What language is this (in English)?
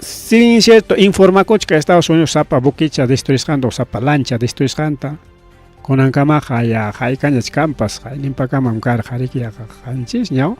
Ayacucho Quechua